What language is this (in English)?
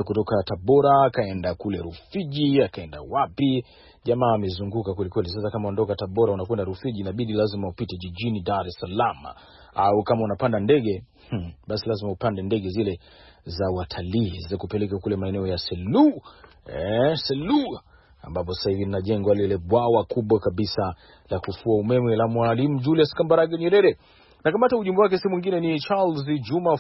Swahili